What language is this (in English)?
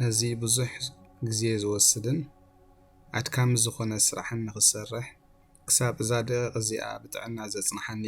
Tigrinya